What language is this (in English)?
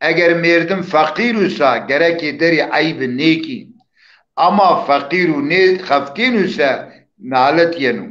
Zaza